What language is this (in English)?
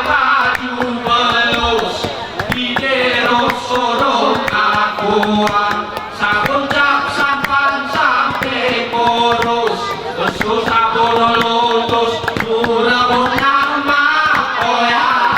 Gayo